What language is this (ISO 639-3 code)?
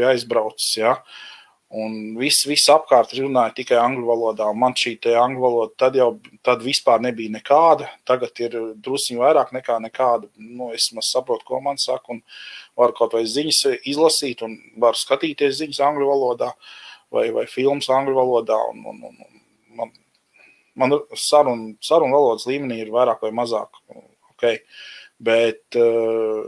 lav